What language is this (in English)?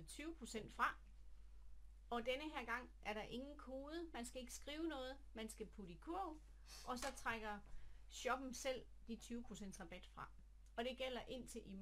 Danish